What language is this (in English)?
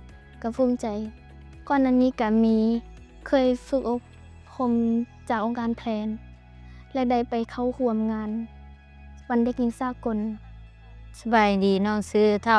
Lao